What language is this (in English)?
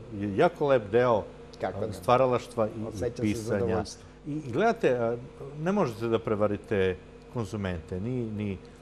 Serbian